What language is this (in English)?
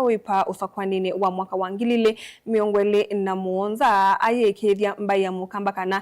Kamba